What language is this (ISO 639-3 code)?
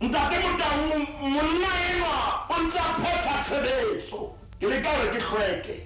sot